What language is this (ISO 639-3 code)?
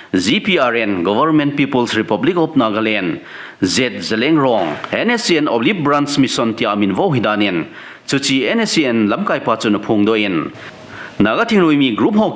tcz